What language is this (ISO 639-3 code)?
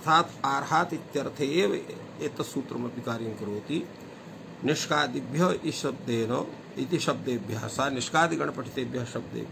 san